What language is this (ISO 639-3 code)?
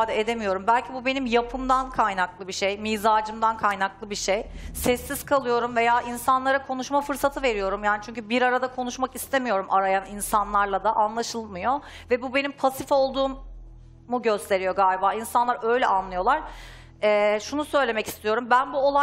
tur